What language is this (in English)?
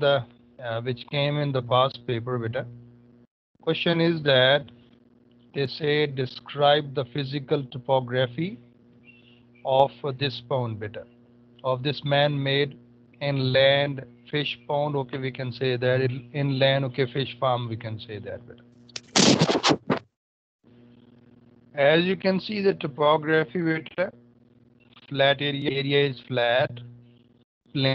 English